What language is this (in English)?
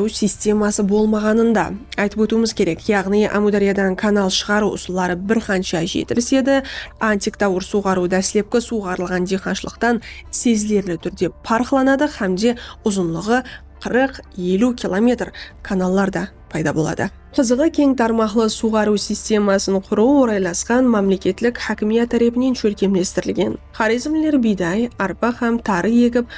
Kara-Kalpak